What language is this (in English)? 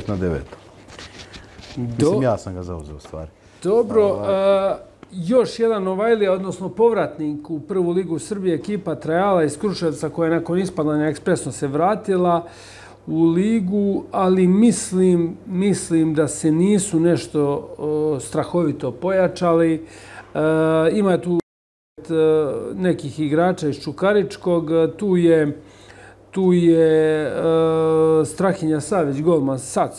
Serbian